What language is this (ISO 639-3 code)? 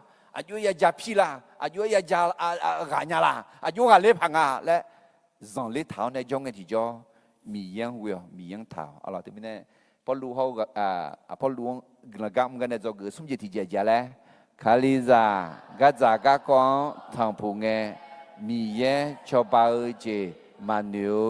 ahk